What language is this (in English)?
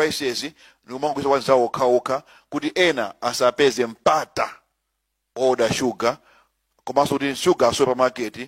Nyanja